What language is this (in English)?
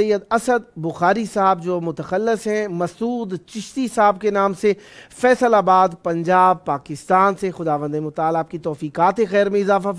Urdu